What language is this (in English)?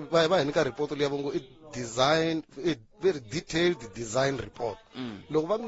Tsonga